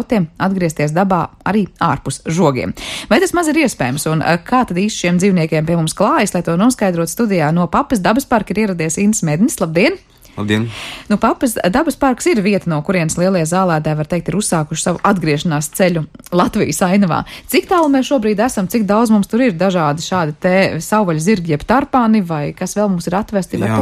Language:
Latvian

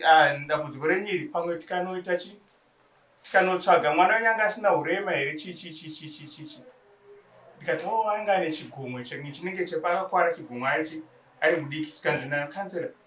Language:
Shona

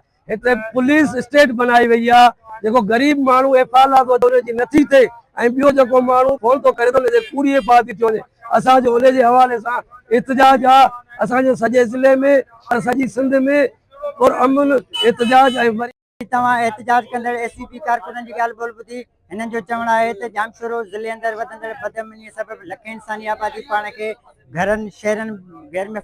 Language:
Sindhi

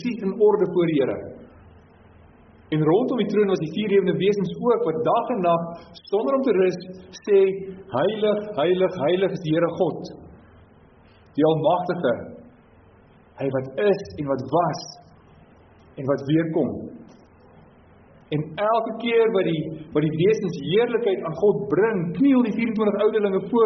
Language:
Afrikaans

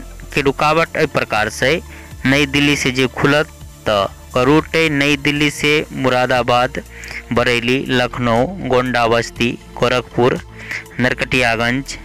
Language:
Maithili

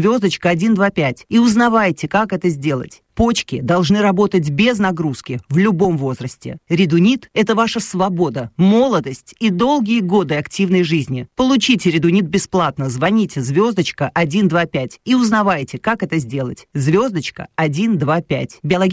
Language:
Russian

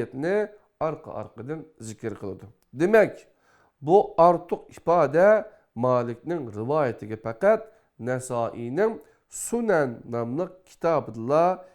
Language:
Uyghur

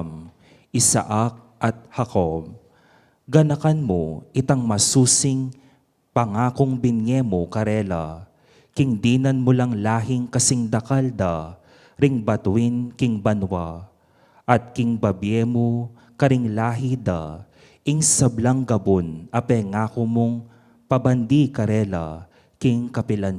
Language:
Pampanga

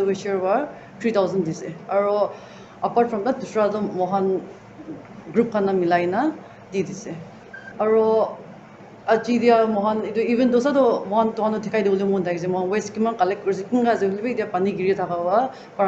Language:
Naga Pidgin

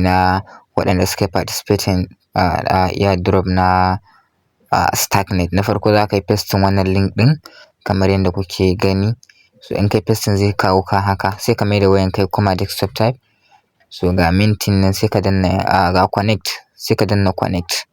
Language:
Hausa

